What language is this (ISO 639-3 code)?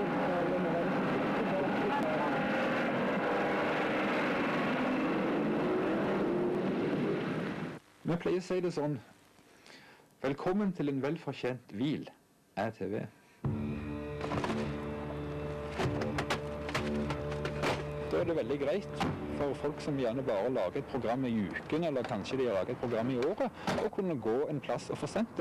nor